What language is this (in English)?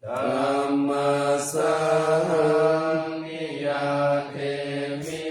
Pali